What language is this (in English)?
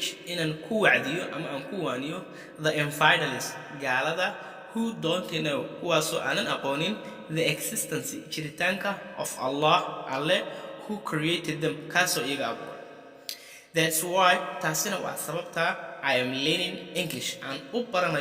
Somali